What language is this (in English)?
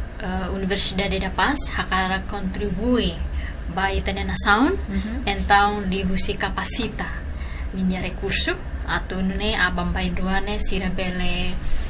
Tetum